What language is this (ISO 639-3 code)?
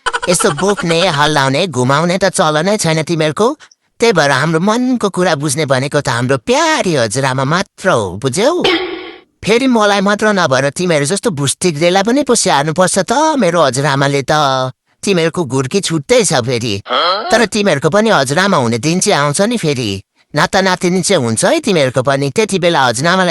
nep